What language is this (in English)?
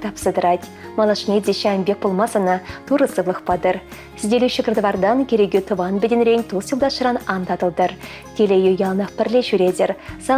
Chuvash